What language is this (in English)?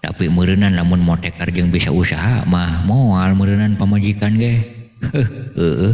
Sundanese